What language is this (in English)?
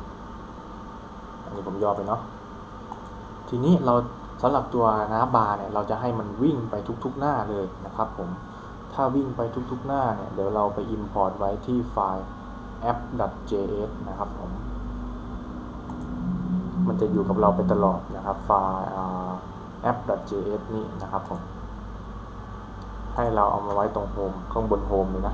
Thai